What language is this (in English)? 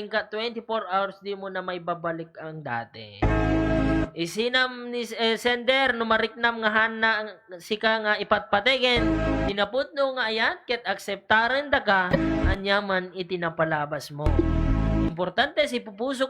Iloko